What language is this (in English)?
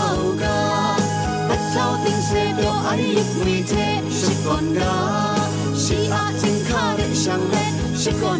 Kachin